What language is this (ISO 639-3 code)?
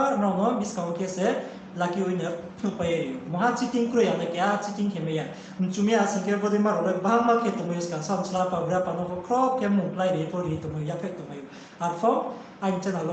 ria